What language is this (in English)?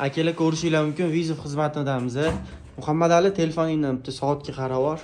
Uzbek